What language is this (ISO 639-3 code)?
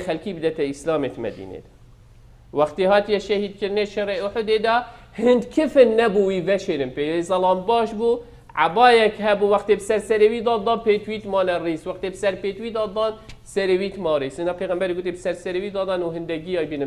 kur